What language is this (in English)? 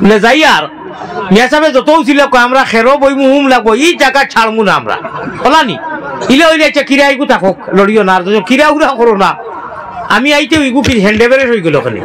Sylheti